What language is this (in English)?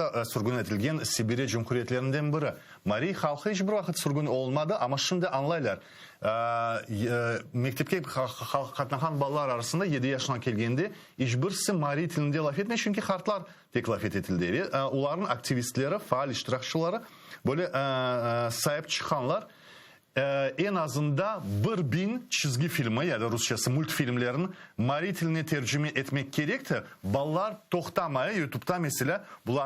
Crimean Tatar